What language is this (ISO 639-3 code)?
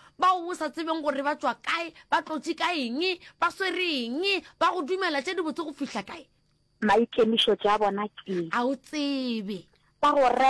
nso